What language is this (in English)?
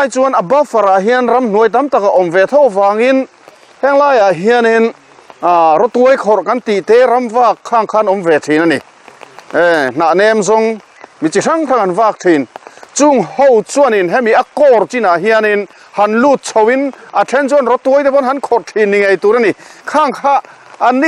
Mizo